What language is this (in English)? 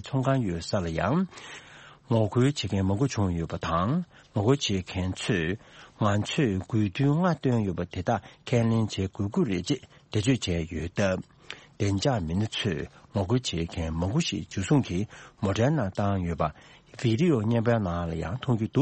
Tibetan